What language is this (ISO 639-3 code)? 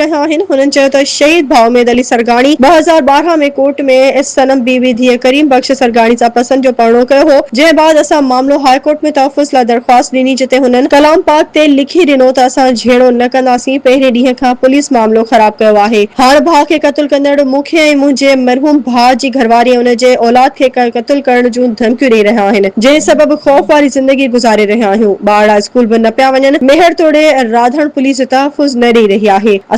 snd